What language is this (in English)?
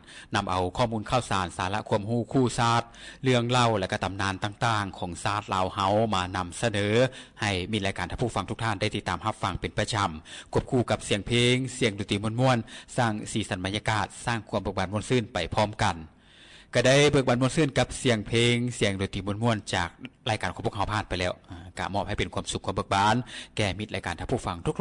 Lao